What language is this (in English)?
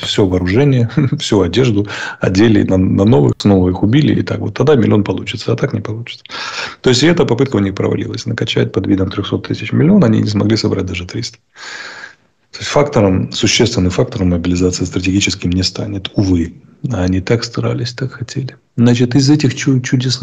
Russian